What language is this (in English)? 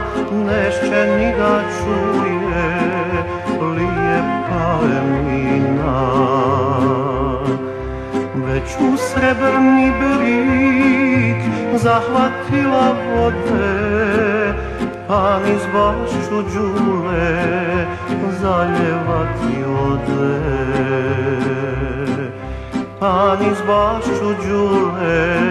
Bosnian